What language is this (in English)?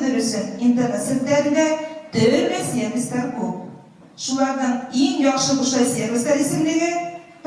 Bashkir